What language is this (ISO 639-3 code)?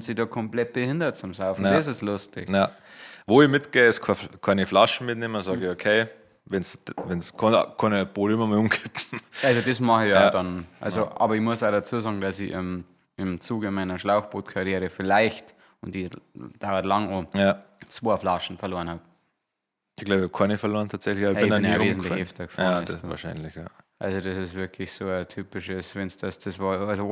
bar